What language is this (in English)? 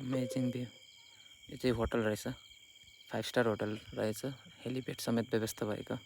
Nepali